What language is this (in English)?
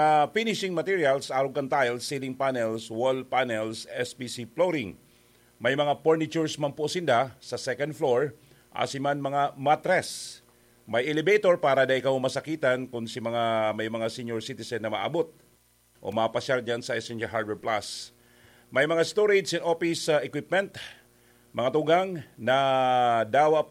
Bikol